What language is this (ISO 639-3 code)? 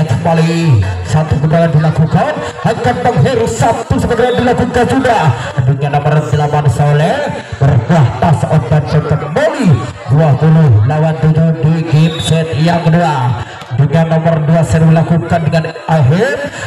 ind